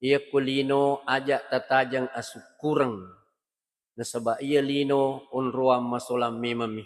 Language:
Buginese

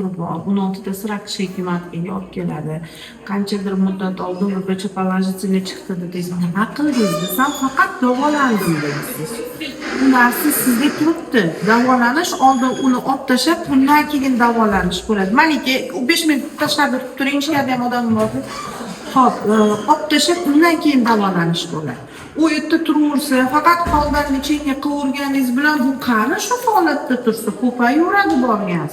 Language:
Uzbek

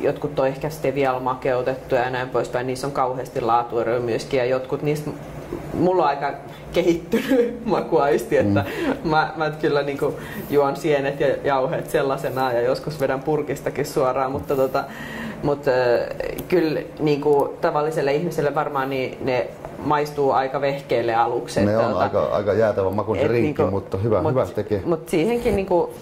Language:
Finnish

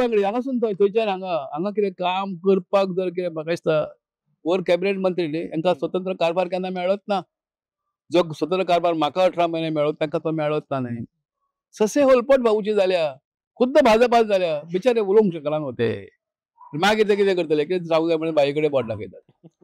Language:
Konkani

